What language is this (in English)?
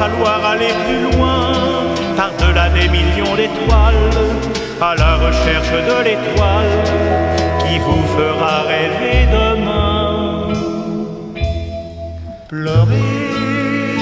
French